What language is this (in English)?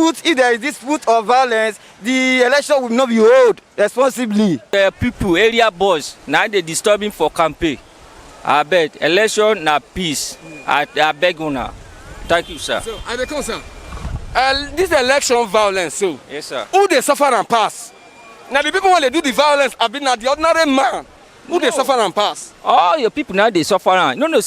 Nigerian Pidgin